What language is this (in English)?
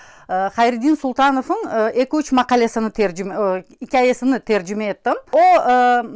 Crimean Tatar